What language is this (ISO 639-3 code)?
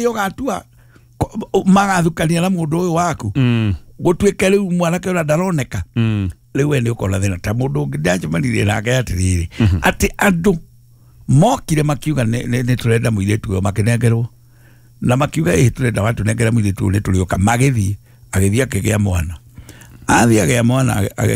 kik